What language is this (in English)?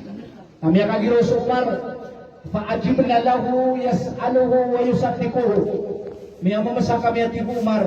Maranao